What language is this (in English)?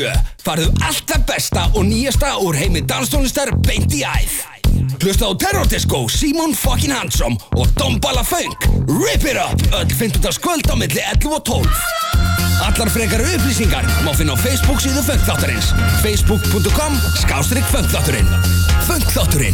Icelandic